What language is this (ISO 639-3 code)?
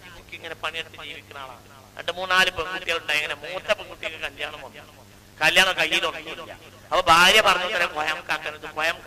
mal